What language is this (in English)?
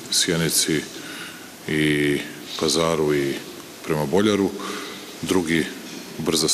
Serbian